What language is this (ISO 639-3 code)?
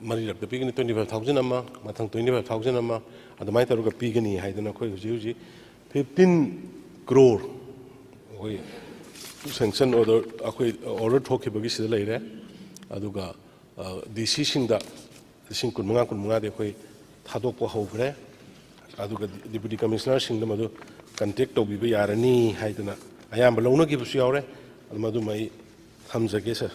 mni